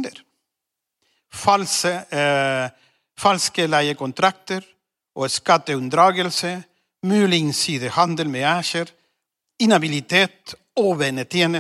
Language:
Norwegian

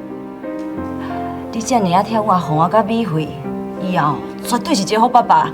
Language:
Min Nan Chinese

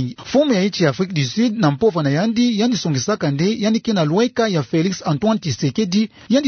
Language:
Kituba (Democratic Republic of Congo)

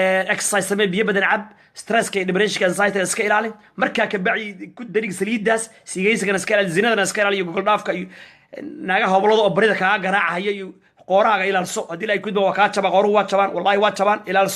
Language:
Somali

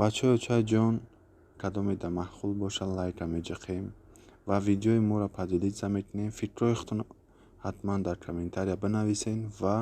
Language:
Tajik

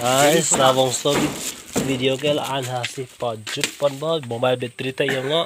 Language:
Karbi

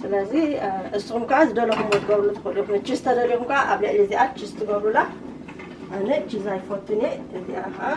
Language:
Tigrinya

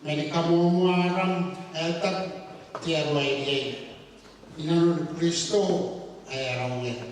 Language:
Gilbertese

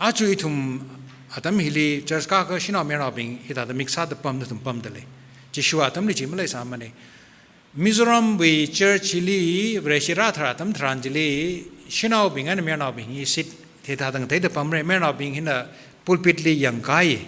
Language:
Tangkhul Naga (India)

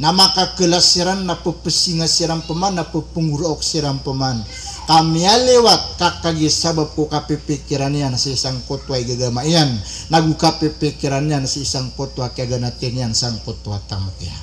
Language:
Maranao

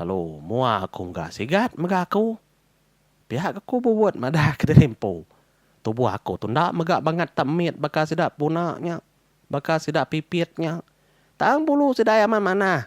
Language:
Iban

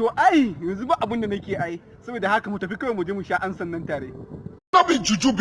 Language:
Hausa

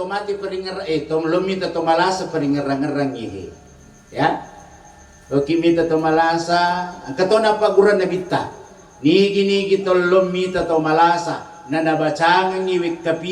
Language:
Buginese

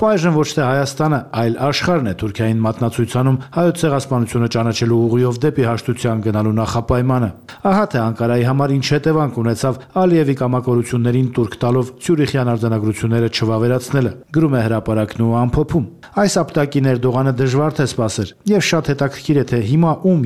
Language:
Armenian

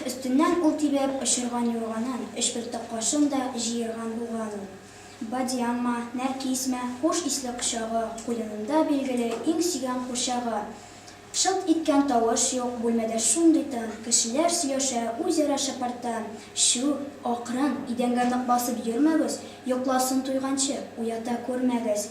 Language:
Tatar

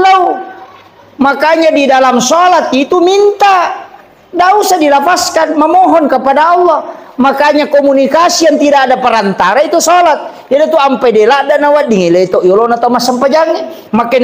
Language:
Buginese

